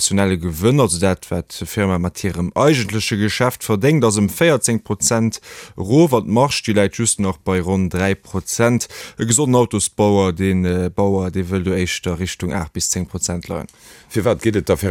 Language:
Luxembourgish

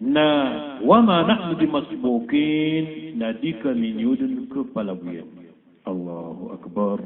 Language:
Maranao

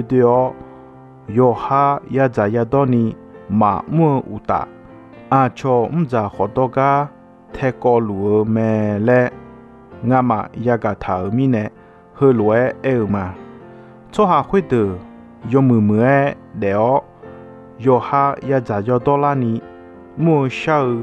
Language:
Akha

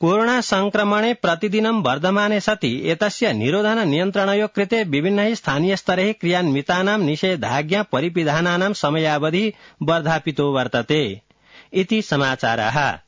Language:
Sanskrit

